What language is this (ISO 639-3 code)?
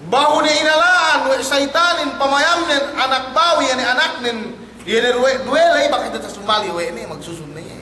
yka